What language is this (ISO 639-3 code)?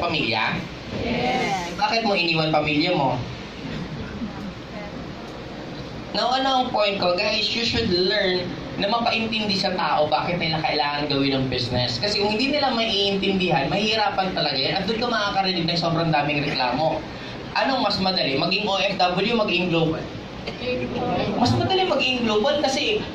fil